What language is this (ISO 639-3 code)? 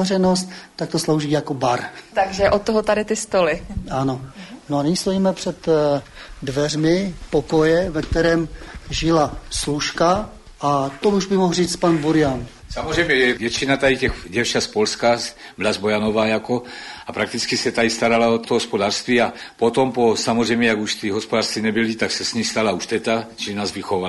ces